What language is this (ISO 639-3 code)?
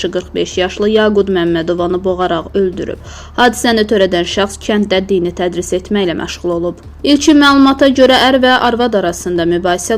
aze